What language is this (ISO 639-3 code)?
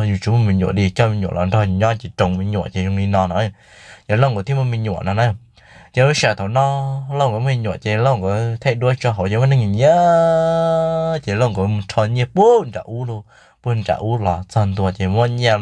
hmn